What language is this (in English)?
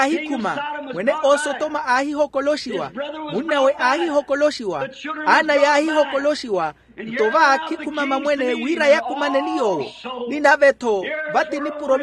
Makhuwa